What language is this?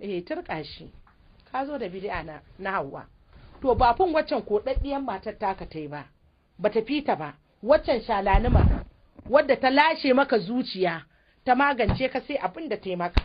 Hausa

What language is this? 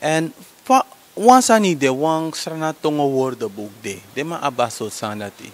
Sranan Tongo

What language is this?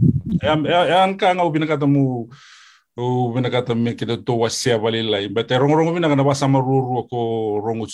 Fijian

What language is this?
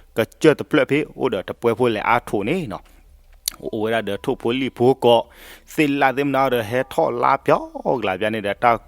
S'gaw Karen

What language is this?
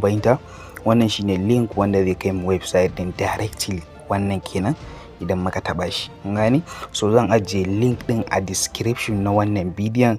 Hausa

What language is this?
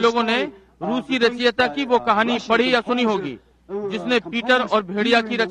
Hindi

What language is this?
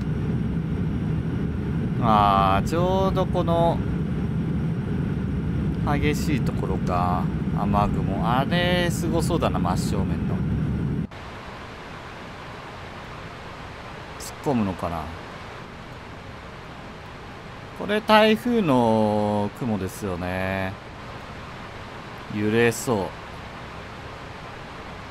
Japanese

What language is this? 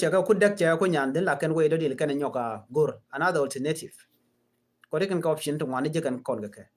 Nuer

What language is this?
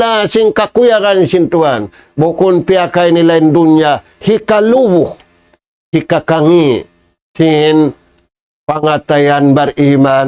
Tausug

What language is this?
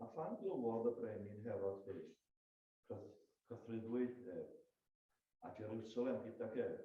Welsh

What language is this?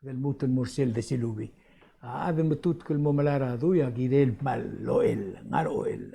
Palauan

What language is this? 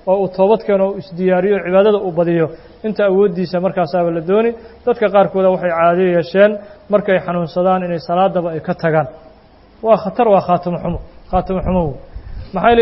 Somali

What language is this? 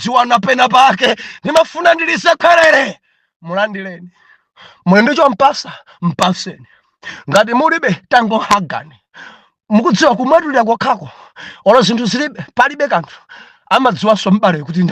Nyanja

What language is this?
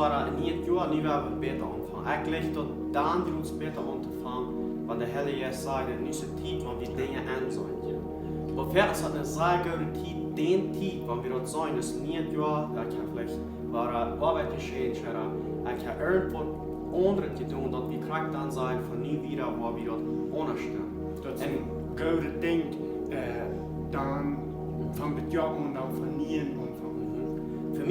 Plautdietsch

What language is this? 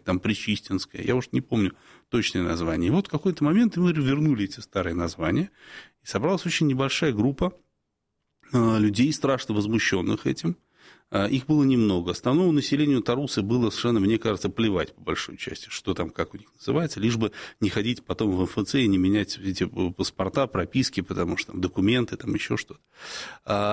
Russian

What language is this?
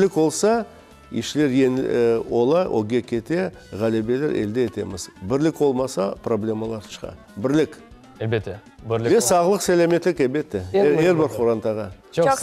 Crimean Tatar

